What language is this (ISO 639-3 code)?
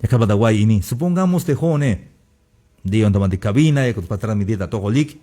tzh